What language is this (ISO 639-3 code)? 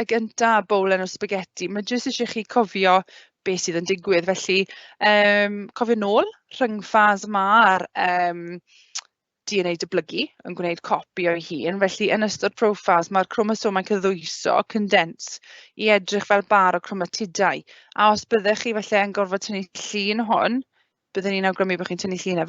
cym